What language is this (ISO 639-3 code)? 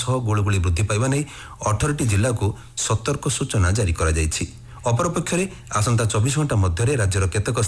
ori